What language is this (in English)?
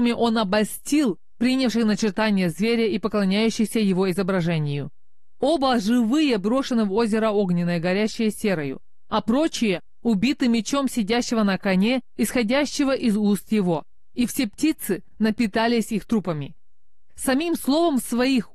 Russian